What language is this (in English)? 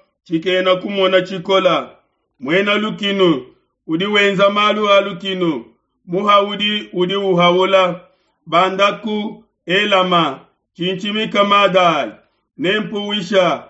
Luba-Lulua